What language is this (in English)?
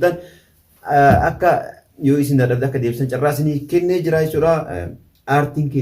Oromo